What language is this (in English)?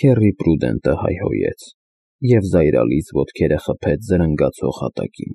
Armenian